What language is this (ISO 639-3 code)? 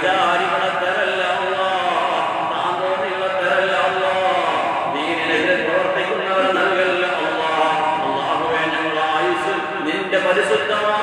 mal